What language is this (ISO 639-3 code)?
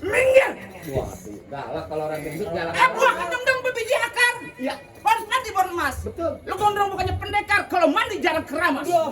bew